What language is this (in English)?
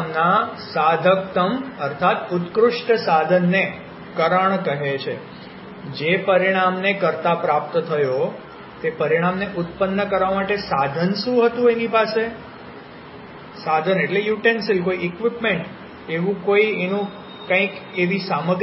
Gujarati